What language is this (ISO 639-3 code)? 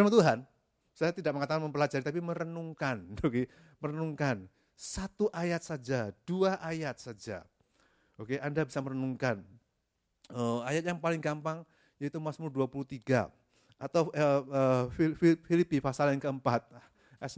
ind